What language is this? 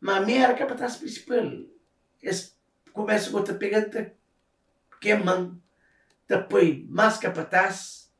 Kabuverdianu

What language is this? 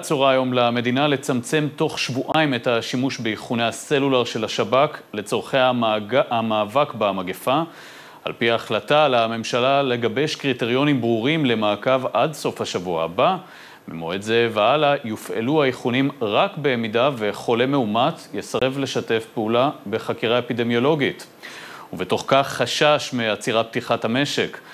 Hebrew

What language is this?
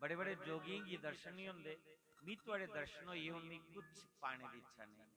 Dogri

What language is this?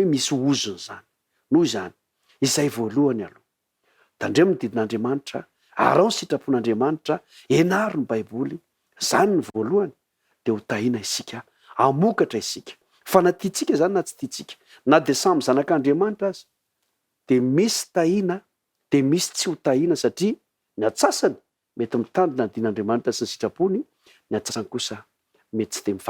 Malagasy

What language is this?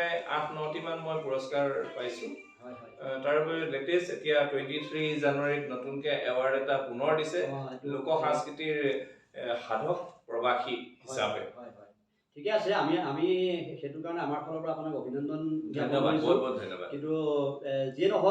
Assamese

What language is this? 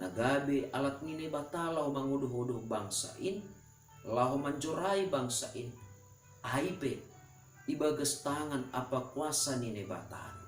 Batak Simalungun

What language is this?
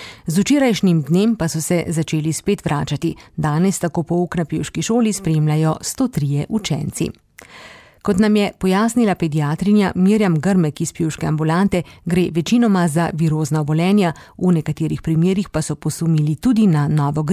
Slovenian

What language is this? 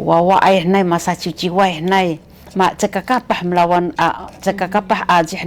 Sakizaya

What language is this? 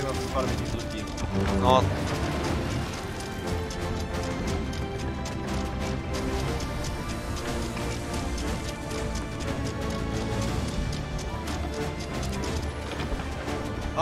Czech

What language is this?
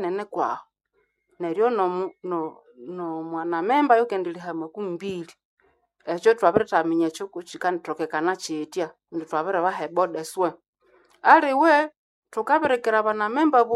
Nande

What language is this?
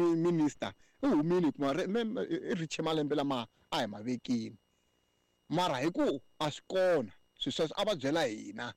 Tsonga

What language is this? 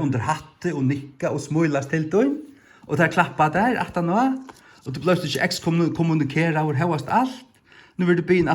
Faroese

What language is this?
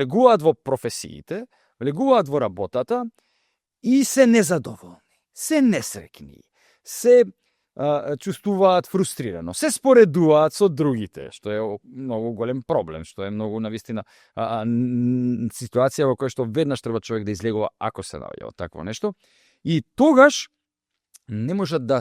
Macedonian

